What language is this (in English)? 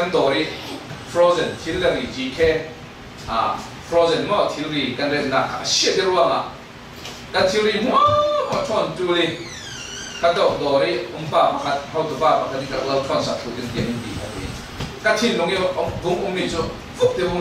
Falam Chin